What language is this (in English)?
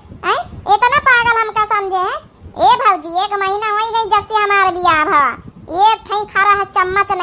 Awadhi